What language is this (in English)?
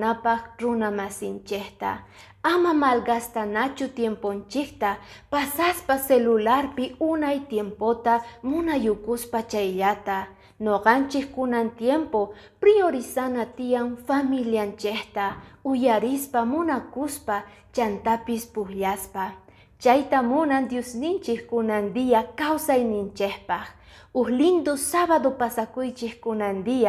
Quechua